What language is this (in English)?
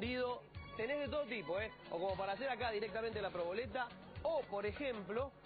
Spanish